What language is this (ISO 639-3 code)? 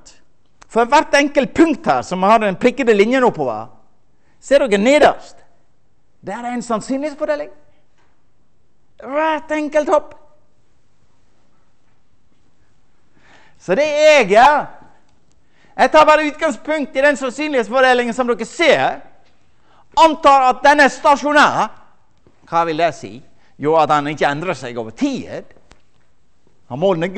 nor